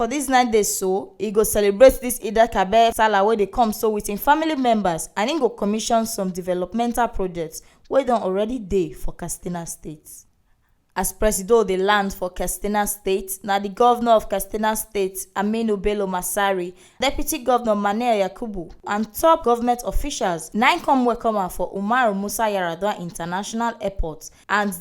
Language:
Nigerian Pidgin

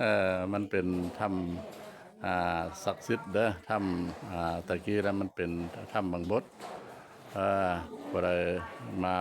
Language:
Lao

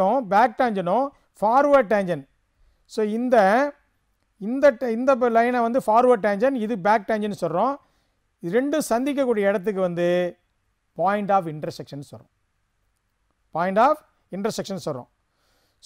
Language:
Tamil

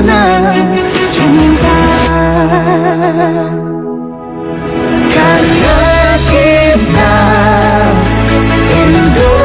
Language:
Indonesian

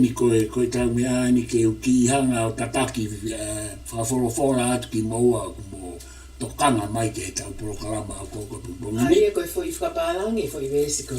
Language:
Tongan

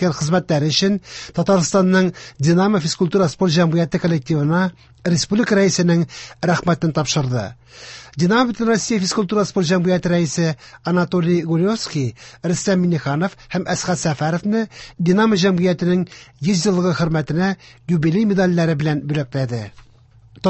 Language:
Tatar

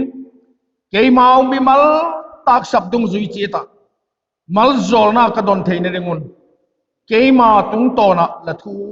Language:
Vaiphei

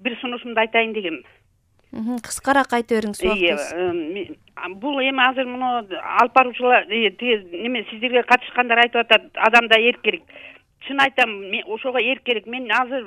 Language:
Kyrgyz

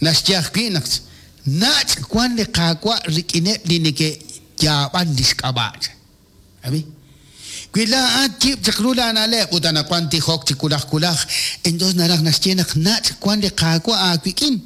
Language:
Kekchí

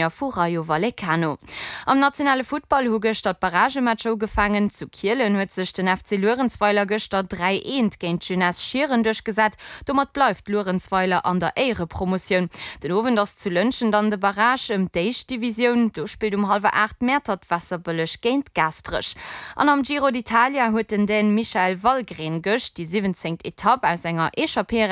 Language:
Luxembourgish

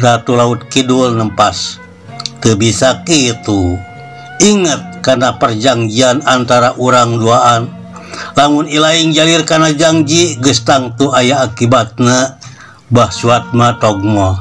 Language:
Sundanese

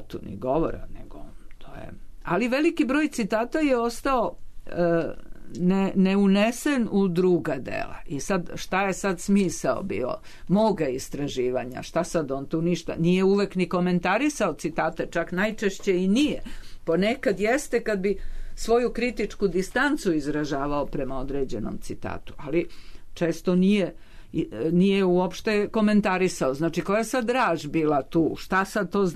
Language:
Serbian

